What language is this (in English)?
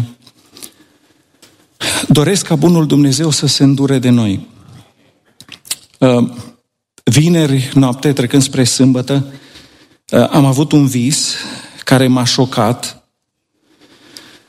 Romanian